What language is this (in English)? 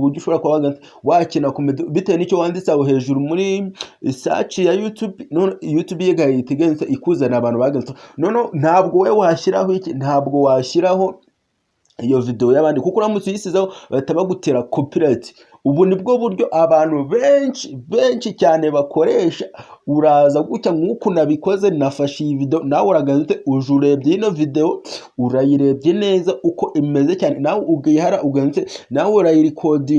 Kinyarwanda